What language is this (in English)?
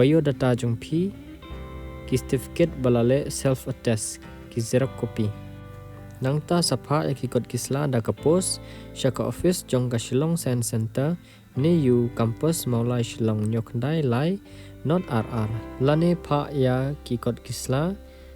Khasi